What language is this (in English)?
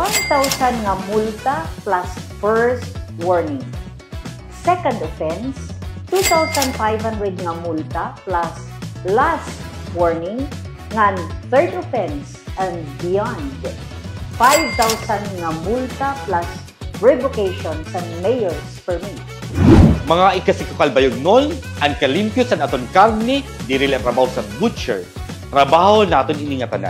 Waray